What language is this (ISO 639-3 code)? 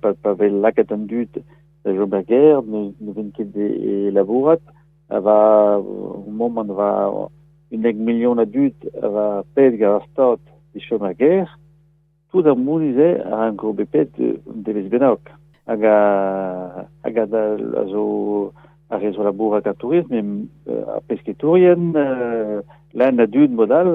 bre